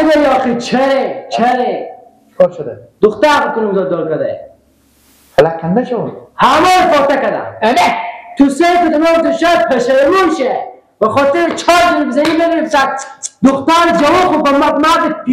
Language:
Persian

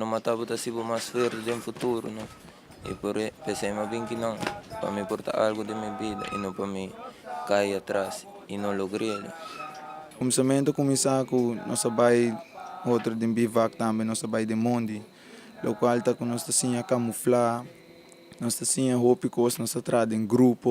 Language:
Papiamento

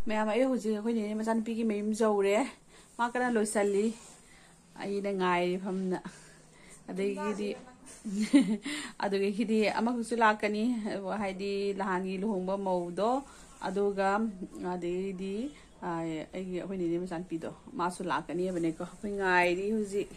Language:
Manipuri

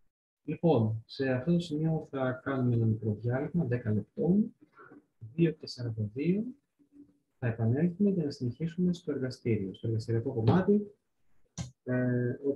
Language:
Greek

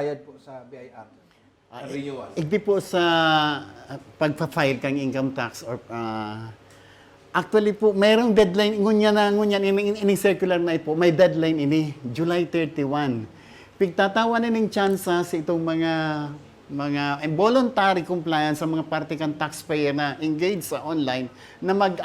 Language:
Bikol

